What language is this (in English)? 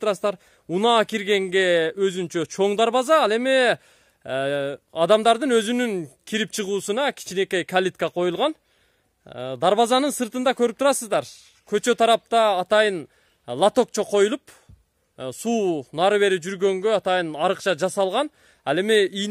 Kyrgyz